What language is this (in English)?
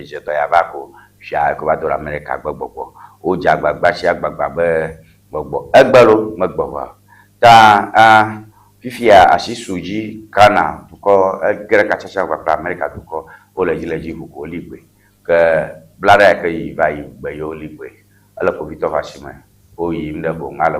Ewe